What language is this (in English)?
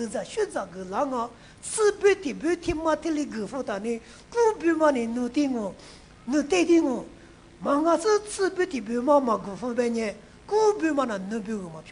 Lisu